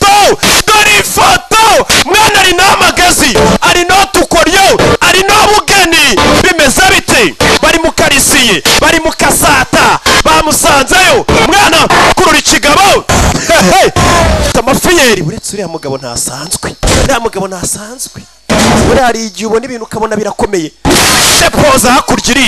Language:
Kinyarwanda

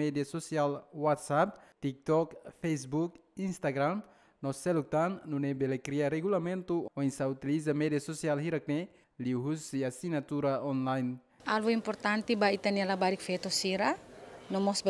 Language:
Tetum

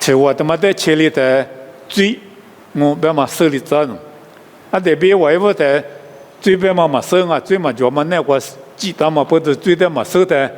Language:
Lisu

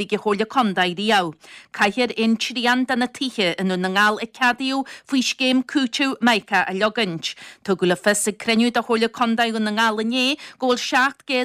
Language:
Irish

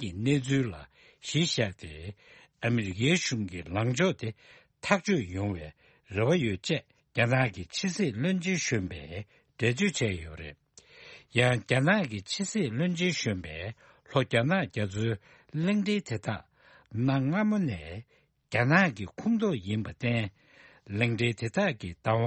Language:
Tibetan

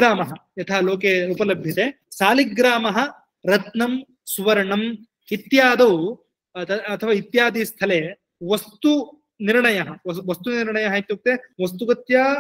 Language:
Sanskrit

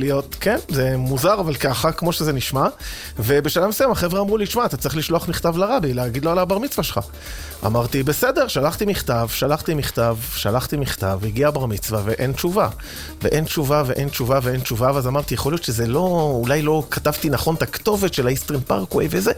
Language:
Hebrew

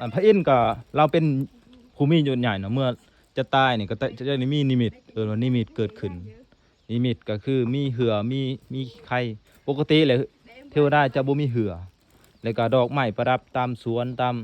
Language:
Lao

